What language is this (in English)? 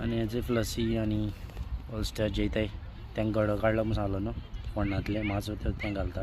Konkani